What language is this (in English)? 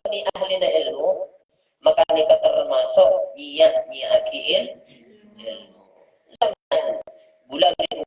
Madurese